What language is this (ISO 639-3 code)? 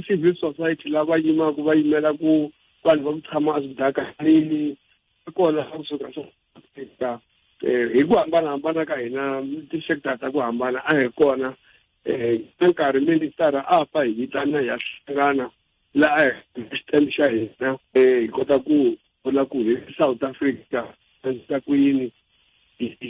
tso